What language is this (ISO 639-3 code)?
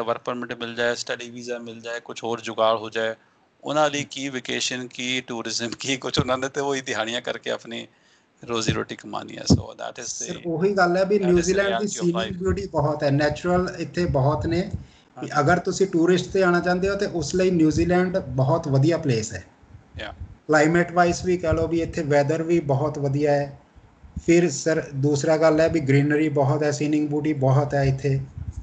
pan